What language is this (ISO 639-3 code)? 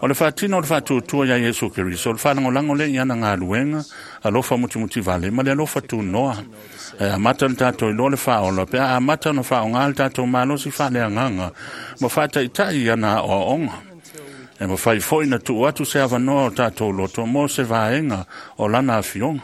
smo